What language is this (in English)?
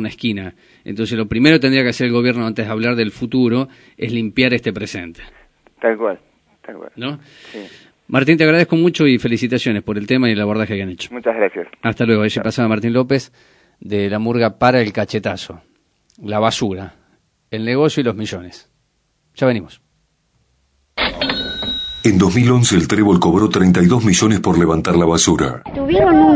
Spanish